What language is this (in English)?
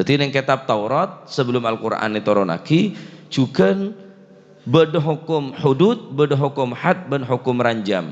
Madurese